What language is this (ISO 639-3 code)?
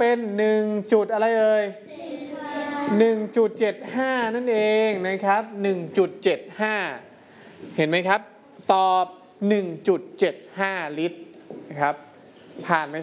tha